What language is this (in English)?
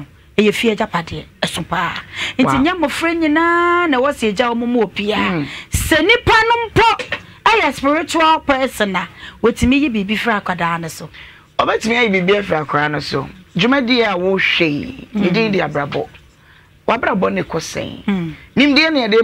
Akan